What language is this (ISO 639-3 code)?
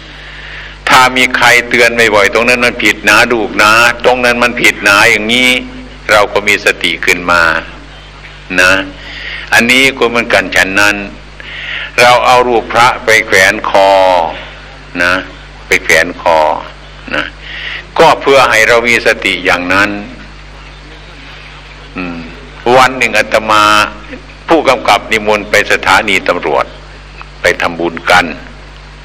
tha